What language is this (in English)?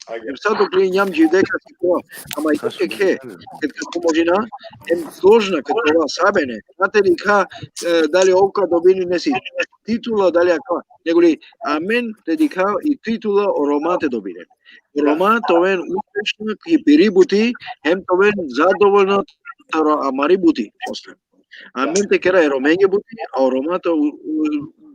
Balkan Romani